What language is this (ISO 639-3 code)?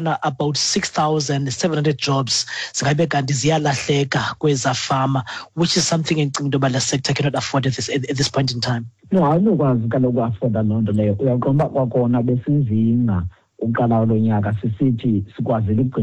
xho